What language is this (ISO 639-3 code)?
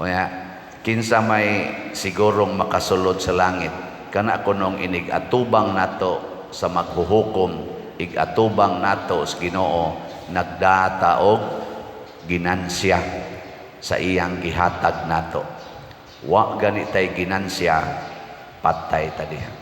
ceb